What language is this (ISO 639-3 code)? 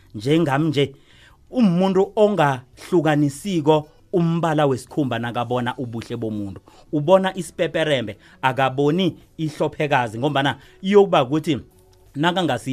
nbl